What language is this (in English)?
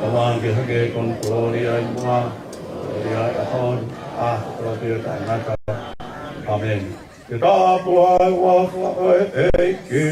Tongan